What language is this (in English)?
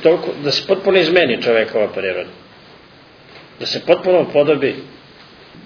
Serbian